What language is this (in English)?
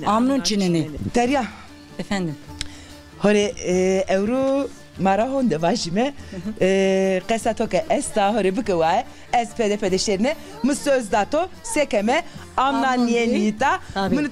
Zaza